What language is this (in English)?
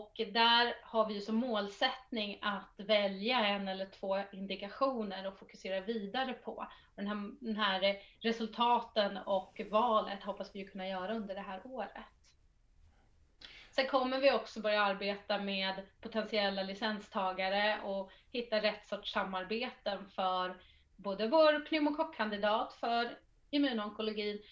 Swedish